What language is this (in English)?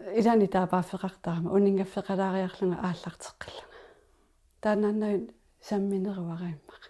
Kalaallisut